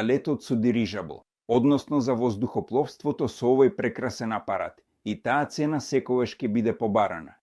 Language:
Macedonian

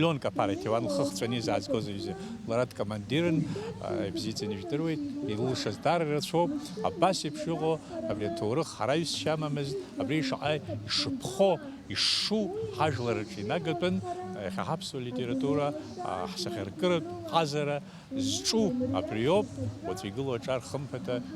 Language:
Abkhazian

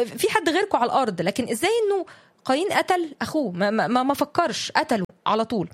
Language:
Egyptian Arabic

